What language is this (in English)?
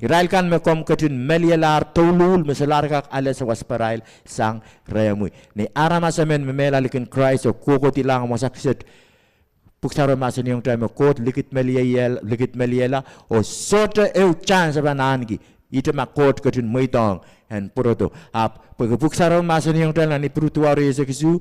Pohnpeian